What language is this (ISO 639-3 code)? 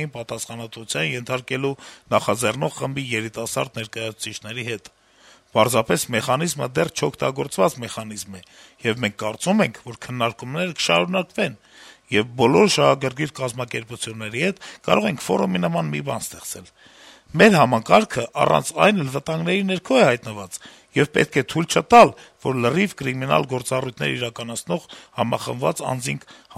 hye